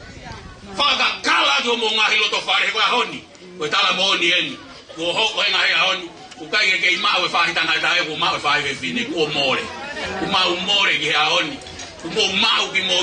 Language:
Tongan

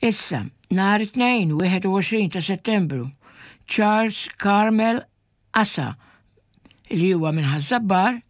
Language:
Maltese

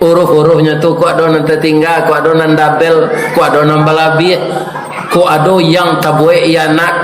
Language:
Minangkabau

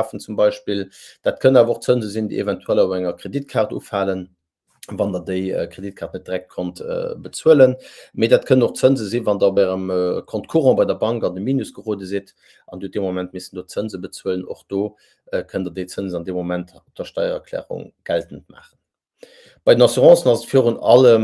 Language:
Luxembourgish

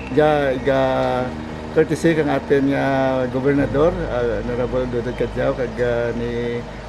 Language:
Kinaray-a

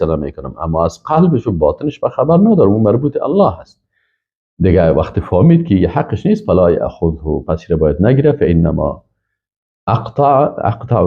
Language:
Persian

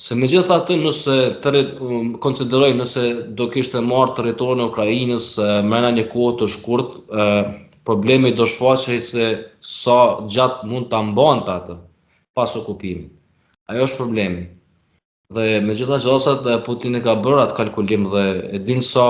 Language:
Albanian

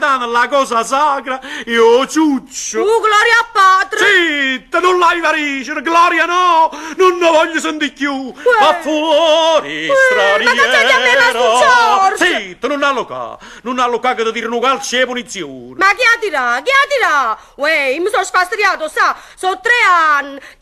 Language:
Neapolitan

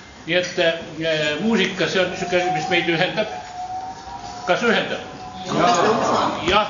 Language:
Estonian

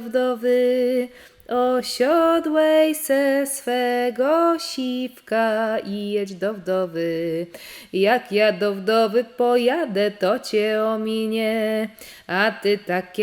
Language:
Silesian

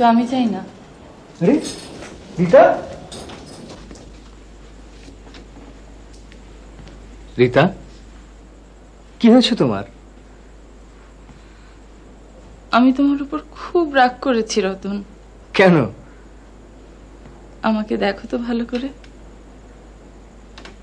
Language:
Bangla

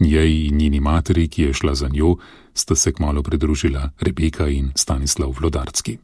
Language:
Slovenian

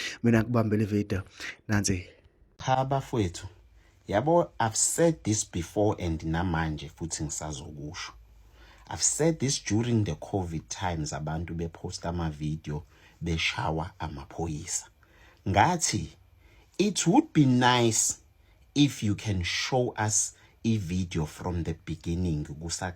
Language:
Zulu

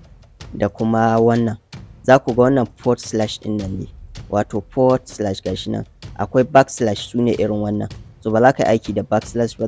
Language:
Hausa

